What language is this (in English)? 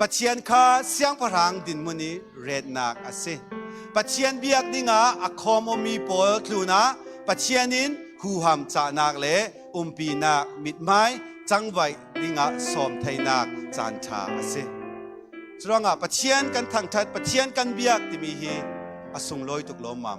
Falam Chin